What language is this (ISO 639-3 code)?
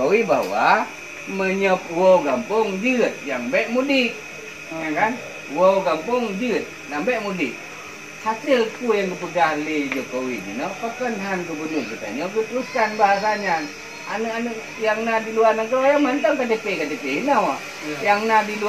ace